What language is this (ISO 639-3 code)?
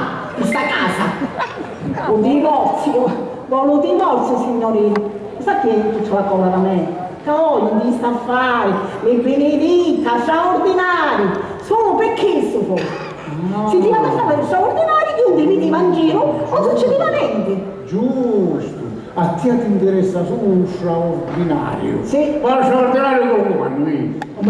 scn